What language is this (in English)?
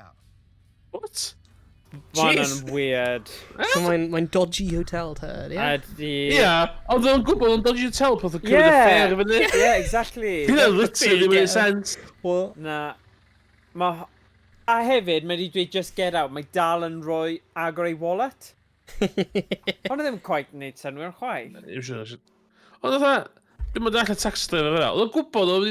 Welsh